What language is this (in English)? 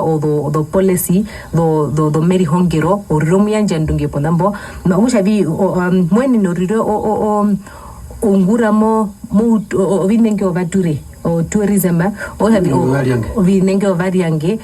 Herero